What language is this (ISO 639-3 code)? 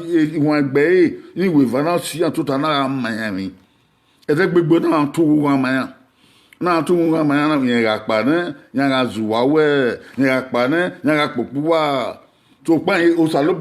bin